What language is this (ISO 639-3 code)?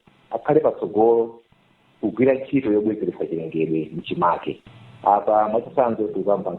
nya